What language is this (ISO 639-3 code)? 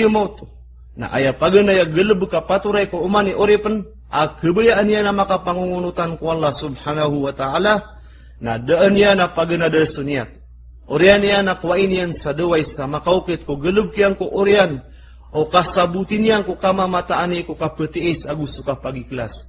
mrw